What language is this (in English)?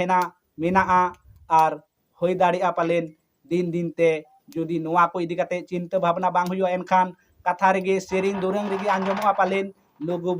Santali